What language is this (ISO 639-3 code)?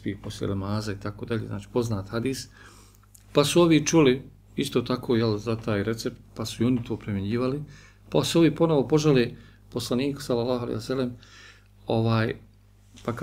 bos